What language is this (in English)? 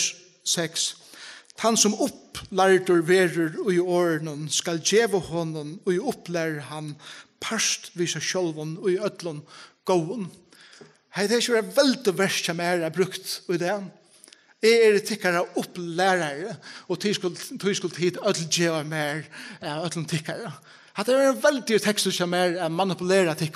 Faroese